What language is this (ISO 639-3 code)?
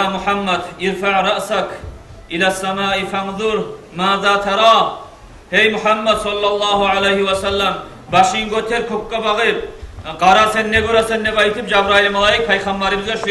kum